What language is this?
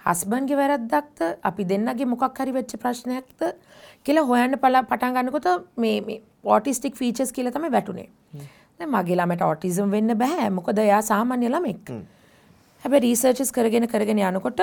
Sinhala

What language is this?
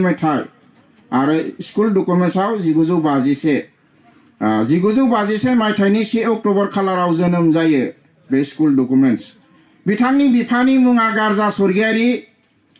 Bodo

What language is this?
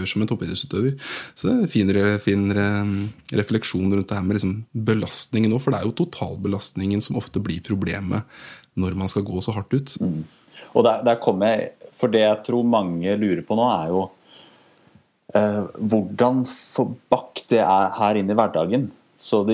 Norwegian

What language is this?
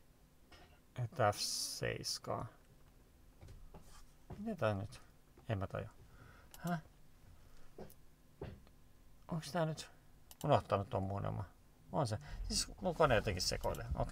Finnish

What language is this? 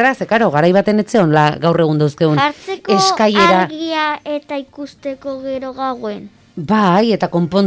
Basque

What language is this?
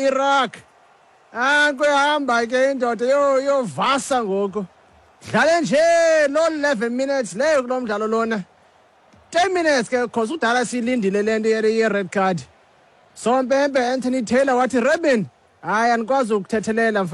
Xhosa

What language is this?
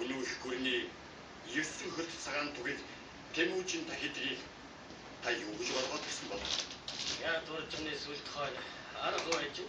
Mongolian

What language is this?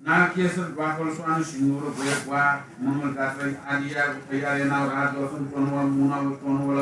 Newari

